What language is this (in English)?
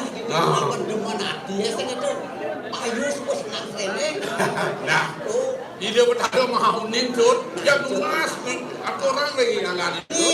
Balinese